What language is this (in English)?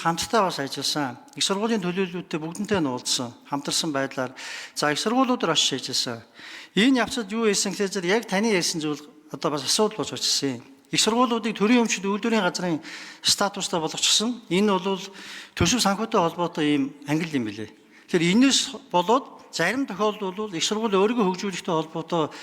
Mongolian